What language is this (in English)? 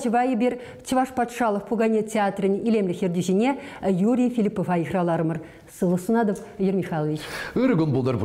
Chuvash